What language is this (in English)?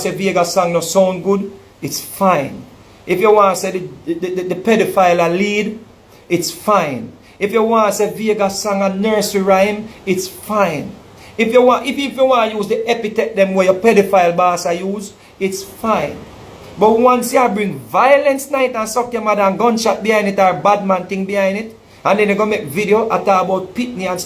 Jamaican Creole English